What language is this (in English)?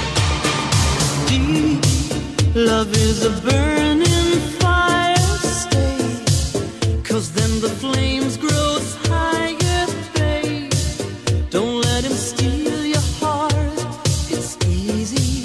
English